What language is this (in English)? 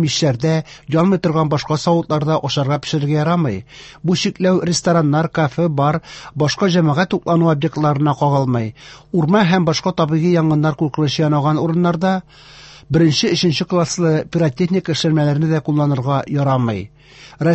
Tatar